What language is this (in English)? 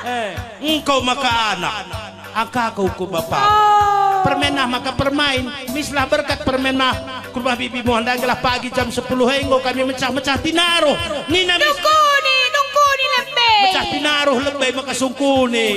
Batak Karo